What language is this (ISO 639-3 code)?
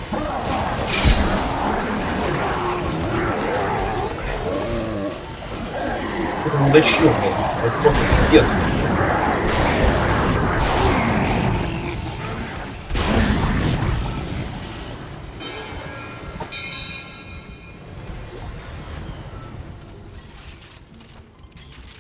rus